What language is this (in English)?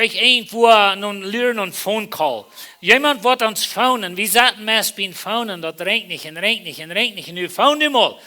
Plautdietsch